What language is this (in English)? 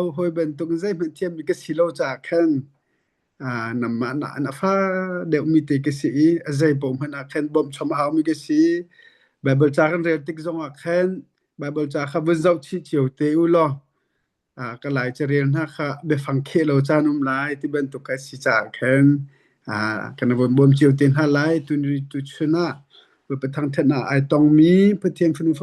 Hakha Chin